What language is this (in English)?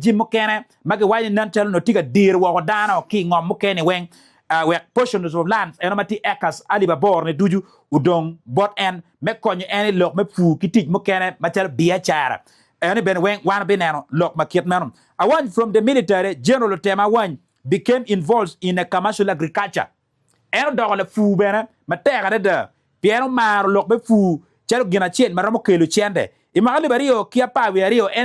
Acoli